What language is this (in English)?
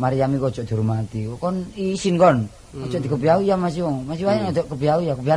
Javanese